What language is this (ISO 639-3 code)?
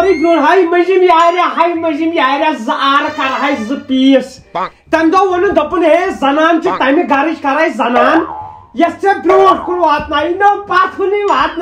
kas